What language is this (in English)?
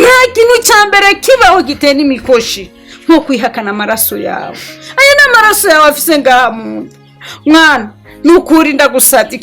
Rundi